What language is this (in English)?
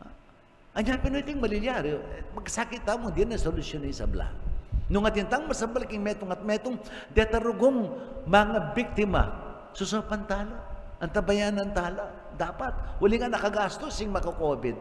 Pampanga